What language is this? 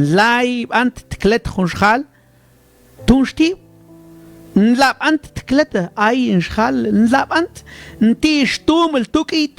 Mam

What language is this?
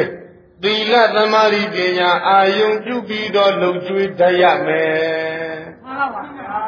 Burmese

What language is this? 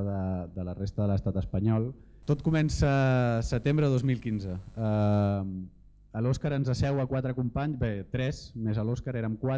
Catalan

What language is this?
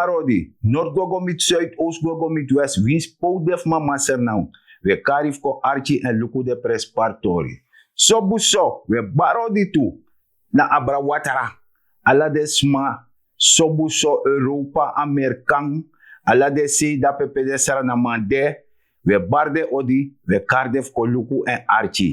Sranan Tongo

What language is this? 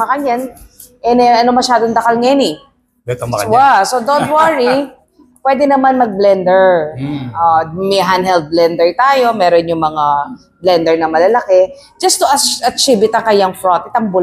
Pampanga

